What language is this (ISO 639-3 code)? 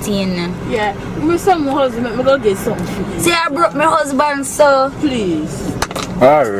jam